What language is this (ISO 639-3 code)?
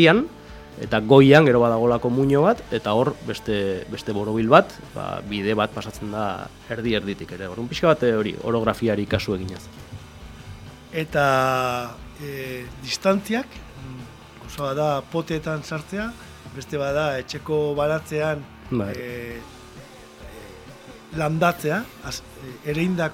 eus